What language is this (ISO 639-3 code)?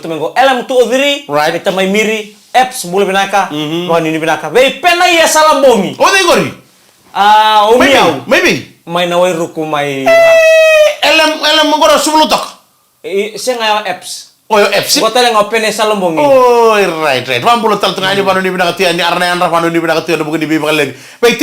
fij